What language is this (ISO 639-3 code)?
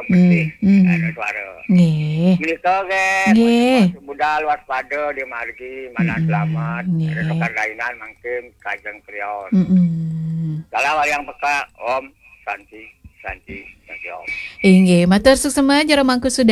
ban